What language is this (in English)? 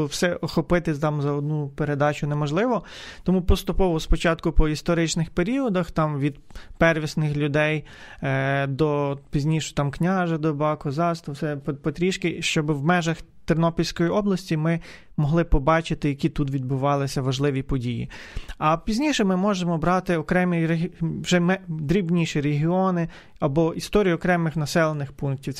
Ukrainian